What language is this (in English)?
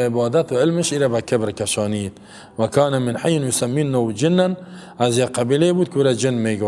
Persian